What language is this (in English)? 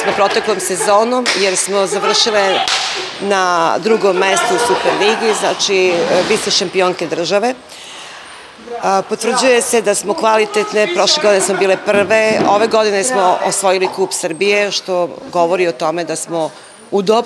Serbian